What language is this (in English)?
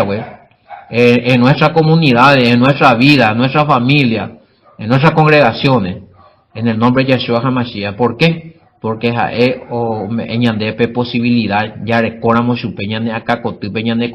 Guarani